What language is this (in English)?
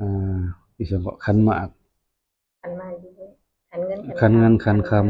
Lao